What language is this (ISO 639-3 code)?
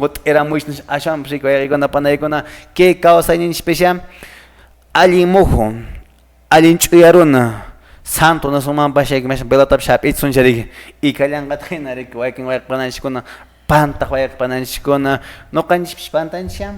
que